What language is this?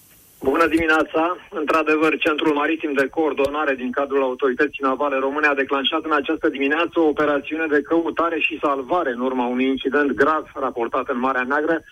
Romanian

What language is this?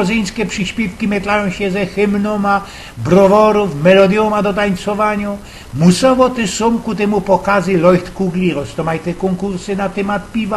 Silesian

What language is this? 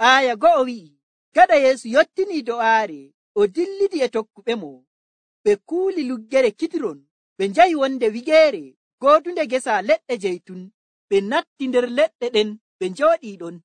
Nigerian Fulfulde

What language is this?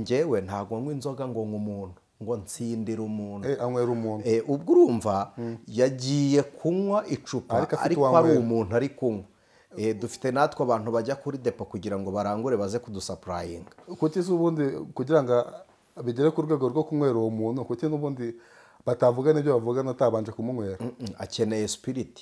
Kinyarwanda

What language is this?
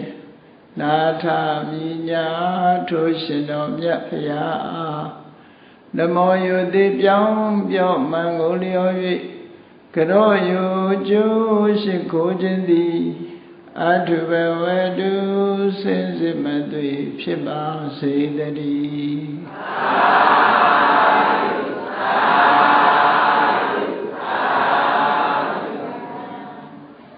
Burmese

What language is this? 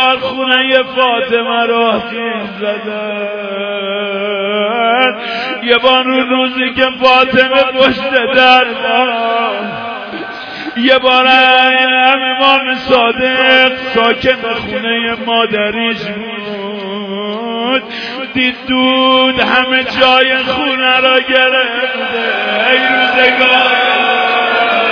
Persian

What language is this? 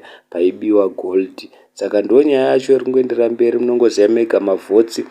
Shona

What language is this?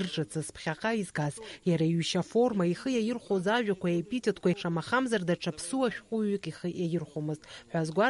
Abkhazian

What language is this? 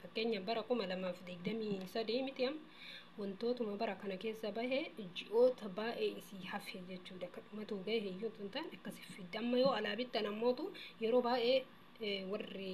Oromo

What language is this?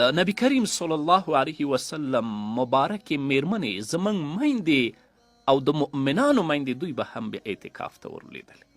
Pashto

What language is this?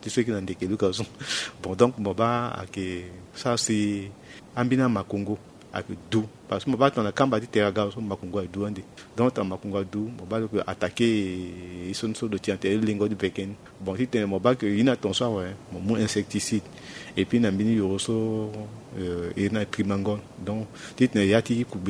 Sango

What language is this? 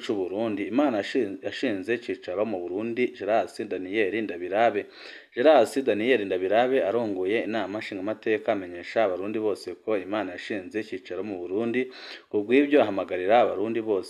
Rundi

